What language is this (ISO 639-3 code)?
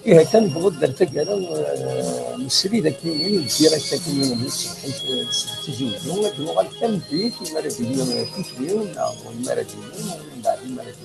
kab